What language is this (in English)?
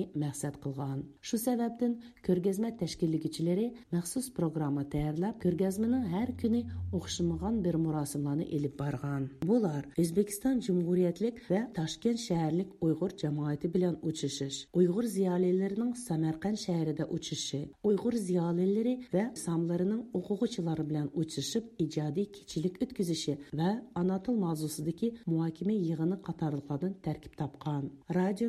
Uyghur